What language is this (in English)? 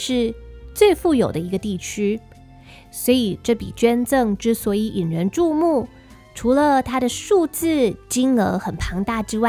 Chinese